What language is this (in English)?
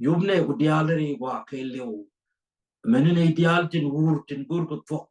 Nuer